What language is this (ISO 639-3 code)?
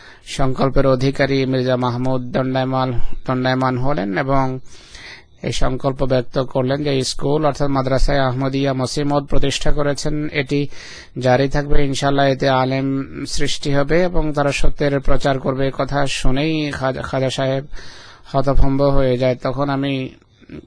ben